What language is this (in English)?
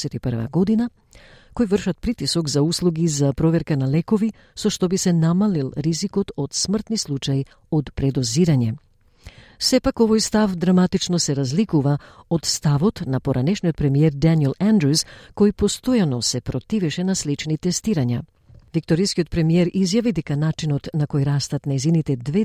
Macedonian